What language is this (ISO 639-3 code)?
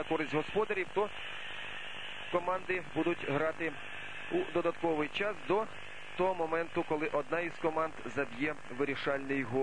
ukr